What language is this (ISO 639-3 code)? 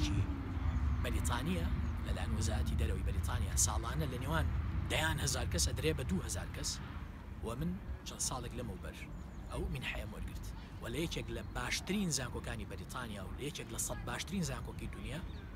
ckb